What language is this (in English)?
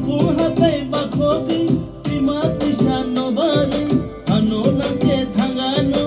Kok Borok